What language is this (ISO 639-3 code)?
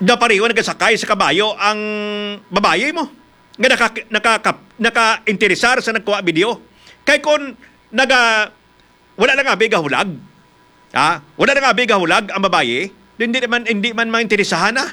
hil